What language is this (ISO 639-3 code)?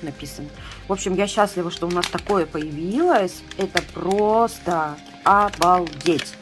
rus